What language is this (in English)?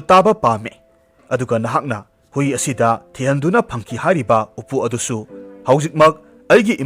Manipuri